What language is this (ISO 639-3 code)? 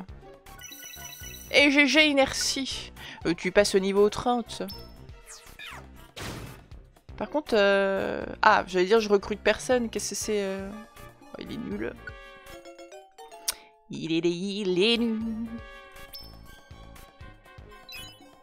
fra